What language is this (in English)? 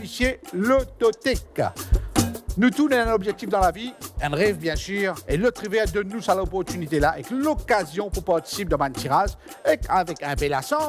Morisyen